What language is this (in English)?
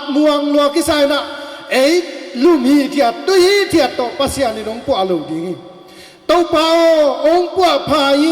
Tedim Chin